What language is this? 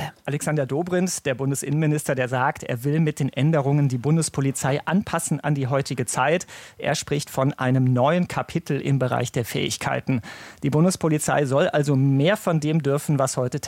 German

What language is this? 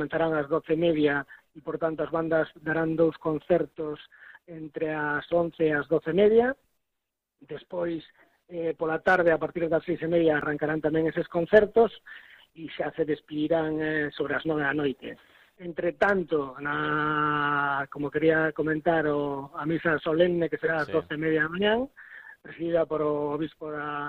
Galician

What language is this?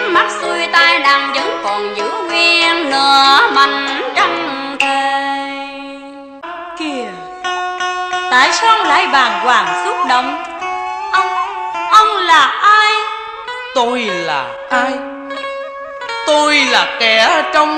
Vietnamese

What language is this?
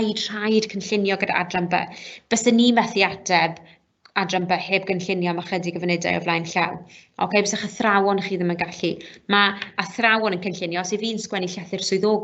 Welsh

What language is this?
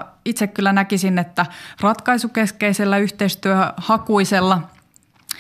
Finnish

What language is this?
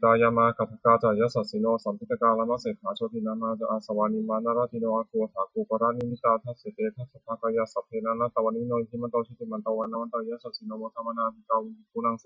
Pali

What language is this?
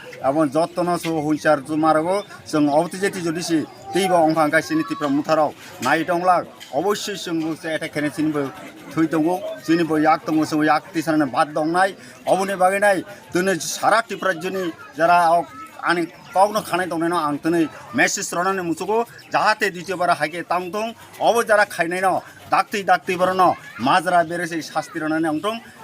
Kok Borok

